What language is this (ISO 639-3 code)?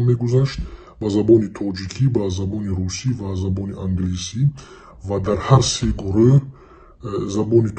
tgk